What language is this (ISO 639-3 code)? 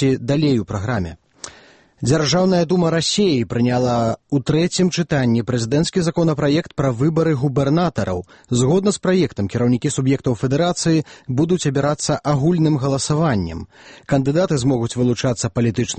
bel